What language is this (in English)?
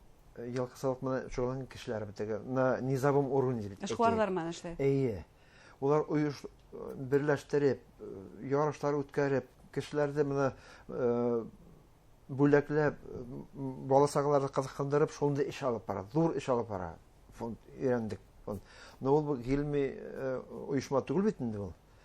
Bashkir